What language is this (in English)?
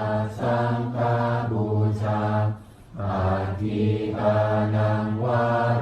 Pali